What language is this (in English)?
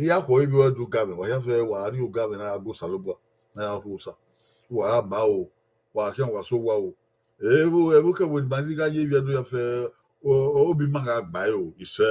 Bini